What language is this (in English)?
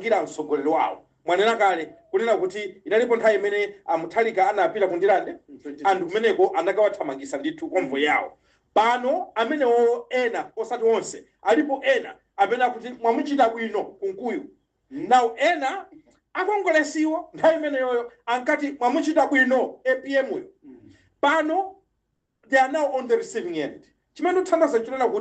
Nyanja